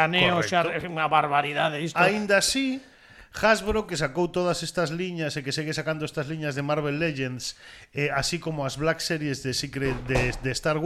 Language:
Galician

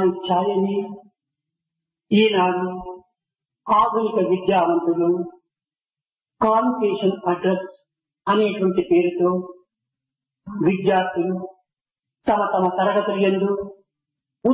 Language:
Telugu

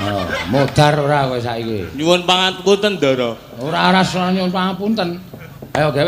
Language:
Javanese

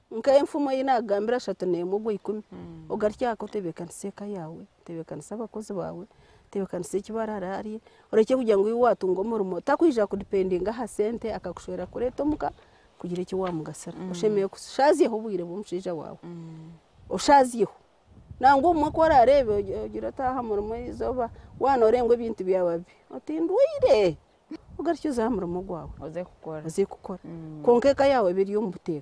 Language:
Nyankole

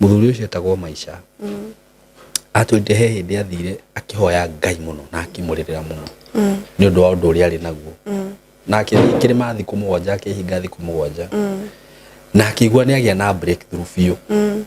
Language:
Kikuyu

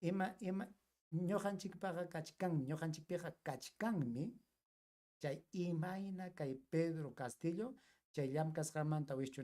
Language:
Ayacucho Quechua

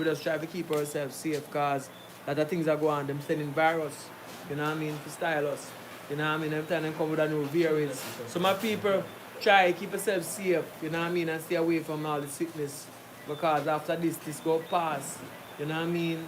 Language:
Jamaican Creole English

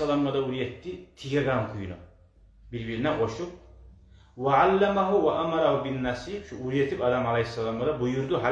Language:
Kumyk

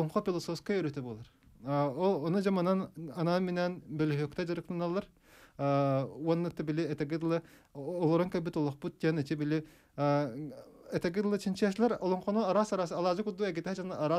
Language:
Yakut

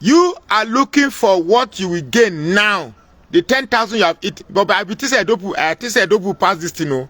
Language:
Nigerian Pidgin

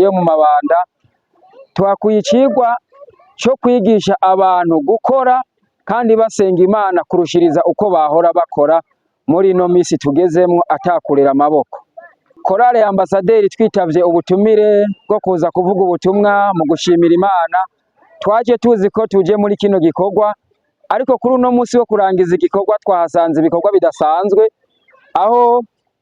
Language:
Rundi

